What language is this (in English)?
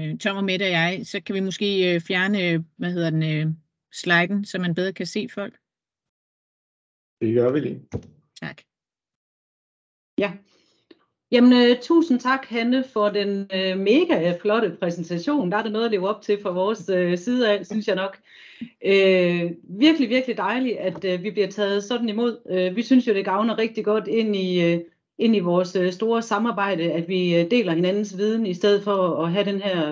Danish